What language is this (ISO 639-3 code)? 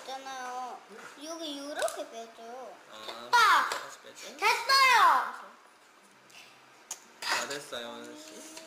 kor